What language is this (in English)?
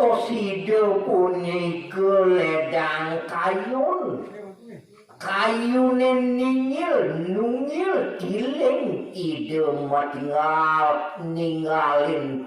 Balinese